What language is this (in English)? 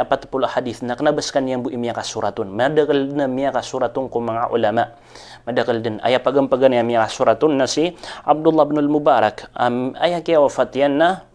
Maranao